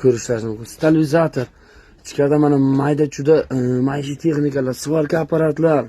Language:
Uzbek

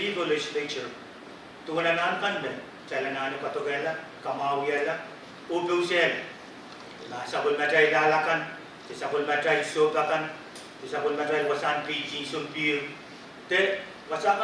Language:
Pohnpeian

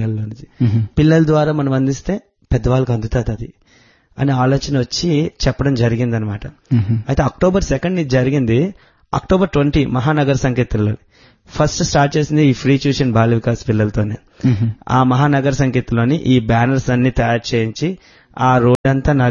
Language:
Telugu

